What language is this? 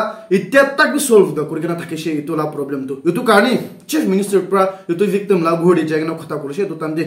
Naga Pidgin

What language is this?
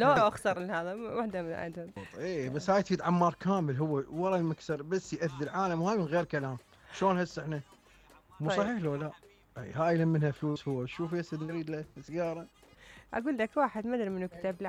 Mesopotamian Arabic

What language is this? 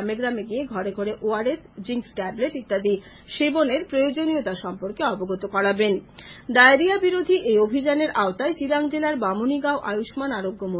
Bangla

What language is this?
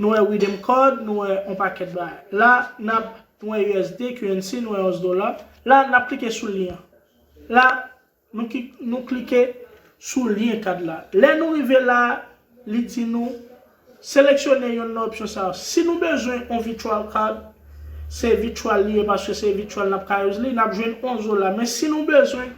Haitian Creole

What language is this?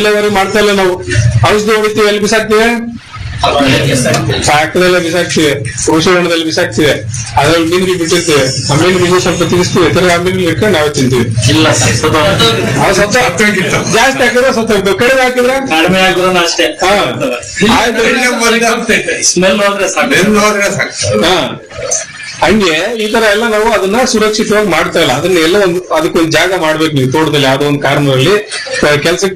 Kannada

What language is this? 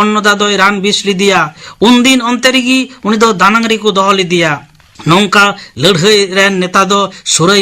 Santali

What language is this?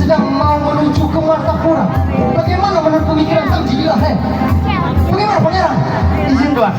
Banjar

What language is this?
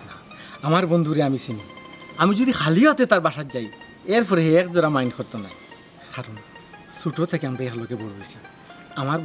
Sylheti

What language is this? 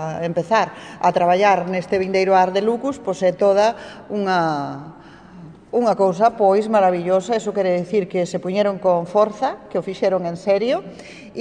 Galician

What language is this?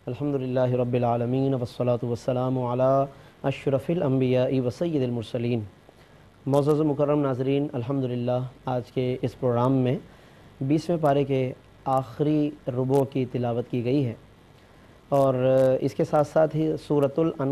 Urdu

